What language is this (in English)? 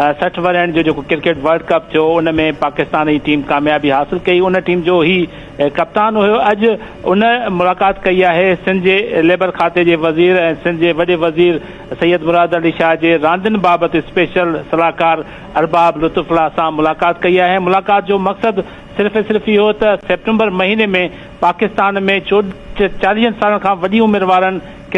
Sindhi